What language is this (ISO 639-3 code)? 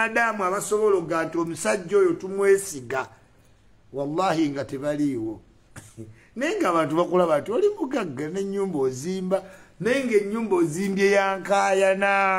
lug